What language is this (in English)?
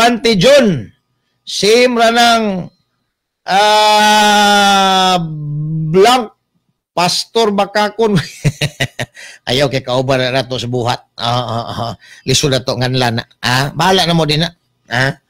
Cebuano